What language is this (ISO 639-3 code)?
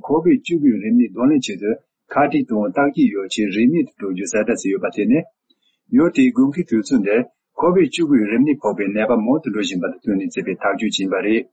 bod